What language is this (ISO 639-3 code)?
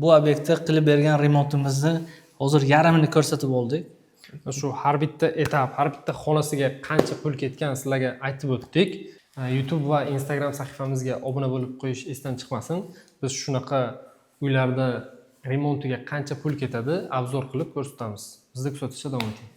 uzb